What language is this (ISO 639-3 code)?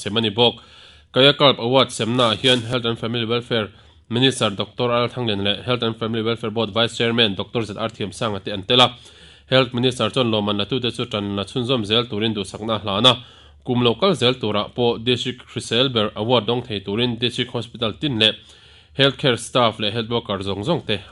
lus